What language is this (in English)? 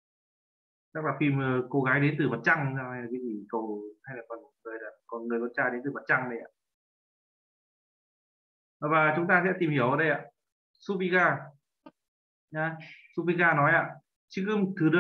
Vietnamese